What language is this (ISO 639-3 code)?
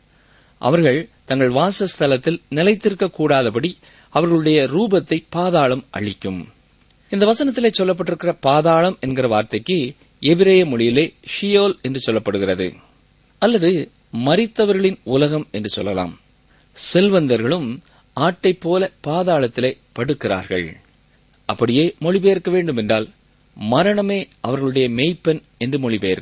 tam